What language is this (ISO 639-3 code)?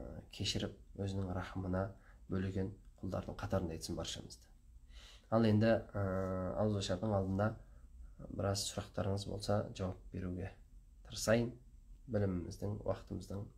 kaz